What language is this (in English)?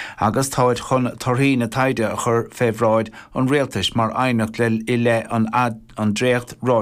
Irish